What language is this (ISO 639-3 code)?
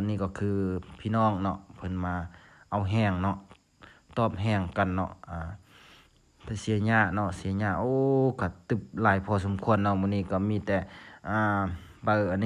lao